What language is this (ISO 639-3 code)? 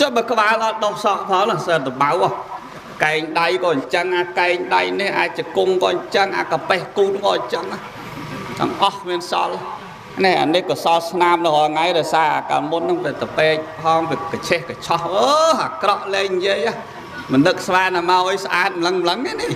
khm